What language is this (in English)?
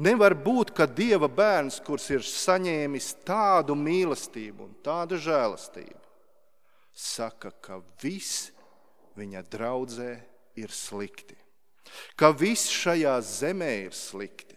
Latvian